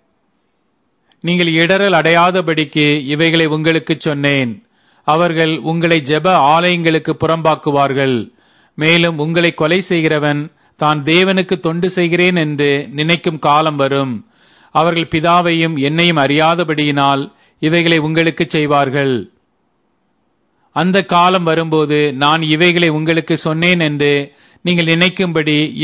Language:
Tamil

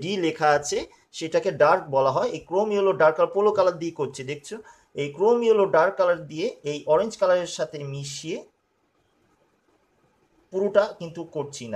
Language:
Bangla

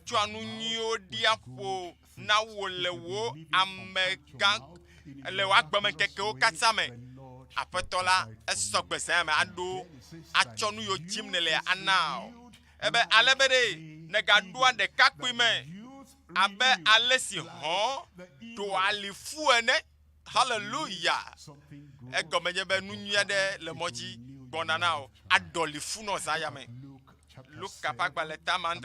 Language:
Ewe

